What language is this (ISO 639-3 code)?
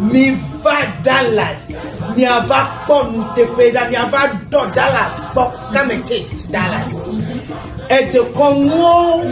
ewe